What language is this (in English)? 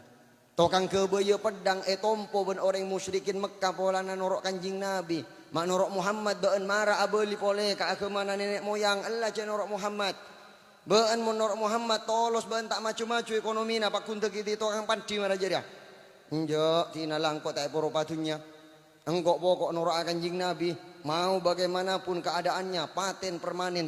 Madurese